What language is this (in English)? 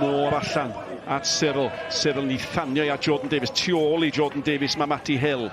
Welsh